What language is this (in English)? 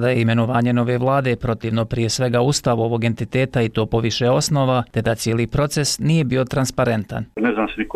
Bosnian